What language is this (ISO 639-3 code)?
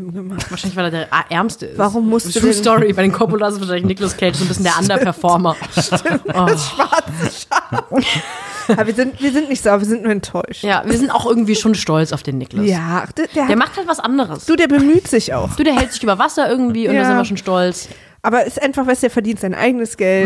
deu